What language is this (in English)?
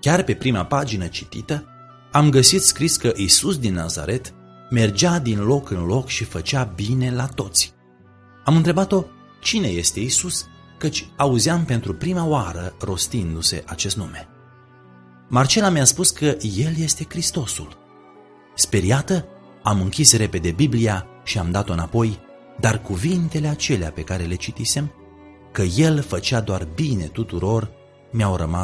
Romanian